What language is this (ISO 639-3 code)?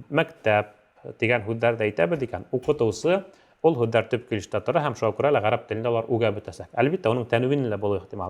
bak